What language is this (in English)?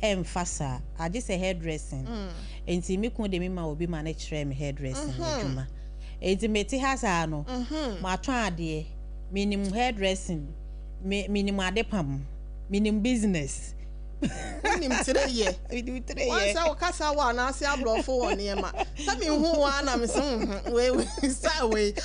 Akan